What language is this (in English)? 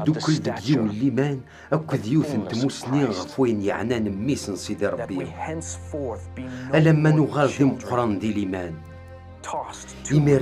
Kabyle